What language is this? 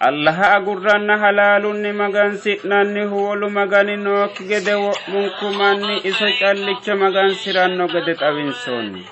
Sidamo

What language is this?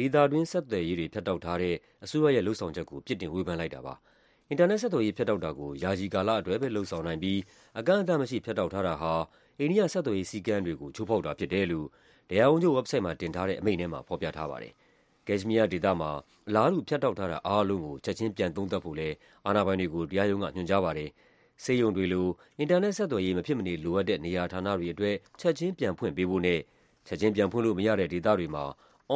Burmese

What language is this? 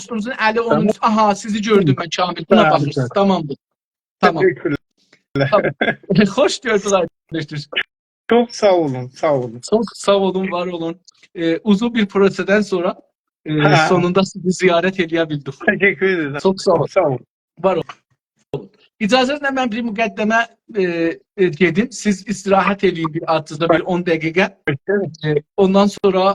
South Azerbaijani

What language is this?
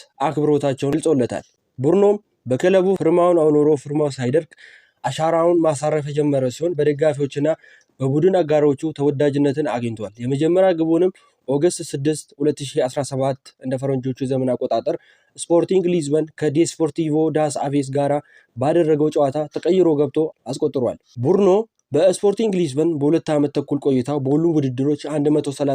Amharic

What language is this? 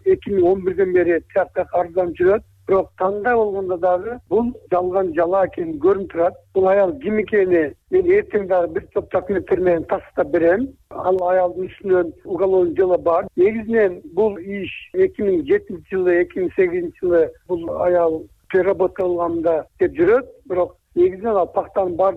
Kyrgyz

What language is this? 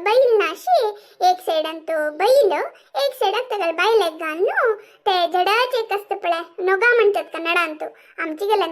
Konkani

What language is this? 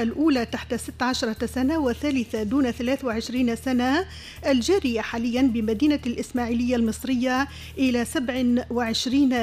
Tunisian Arabic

